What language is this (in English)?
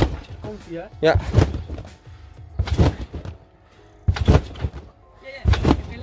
Dutch